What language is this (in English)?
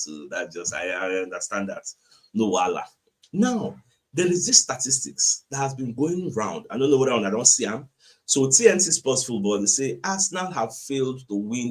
Nigerian Pidgin